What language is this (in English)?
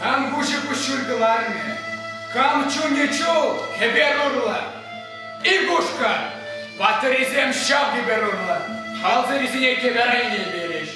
Chuvash